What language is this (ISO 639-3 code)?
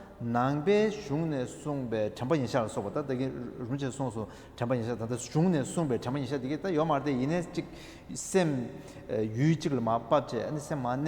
bod